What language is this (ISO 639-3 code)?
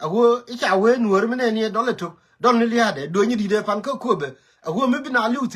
nus